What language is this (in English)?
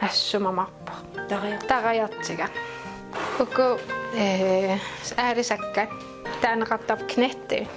Kalaallisut